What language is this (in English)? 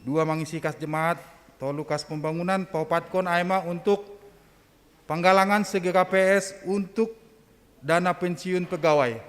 Batak Simalungun